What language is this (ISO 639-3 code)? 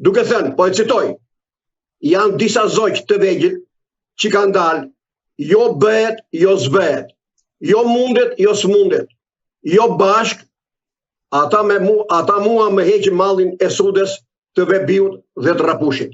sqi